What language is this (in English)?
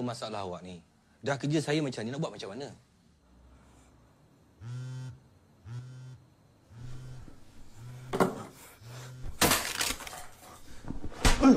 Malay